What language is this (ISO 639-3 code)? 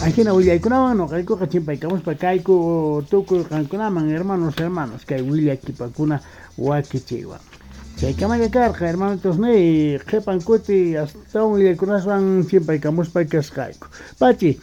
quh